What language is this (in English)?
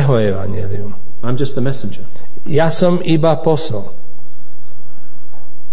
Slovak